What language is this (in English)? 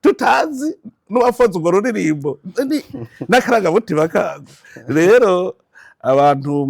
Rundi